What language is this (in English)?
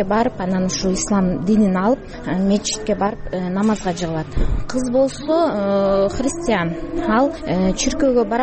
Kyrgyz